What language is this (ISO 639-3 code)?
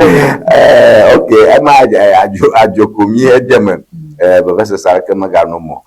ewe